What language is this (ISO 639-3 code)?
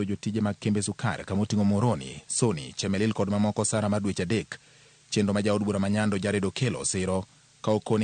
luo